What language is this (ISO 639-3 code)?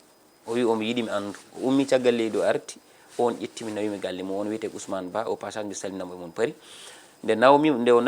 ful